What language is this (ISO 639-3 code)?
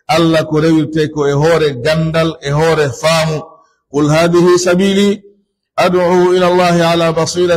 fuf